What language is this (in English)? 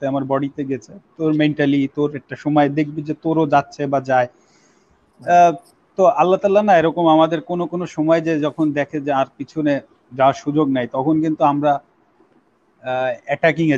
Bangla